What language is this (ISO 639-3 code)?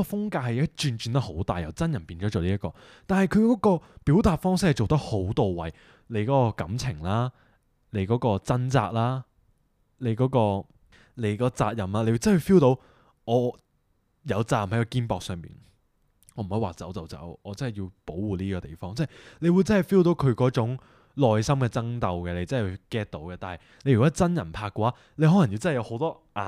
yue